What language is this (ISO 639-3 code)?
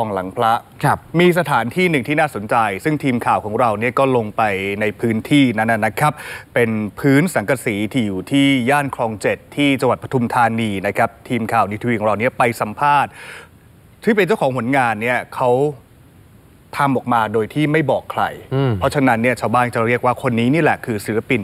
tha